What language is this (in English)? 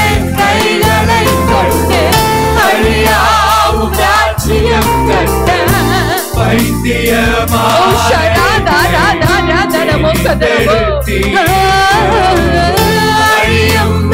Tamil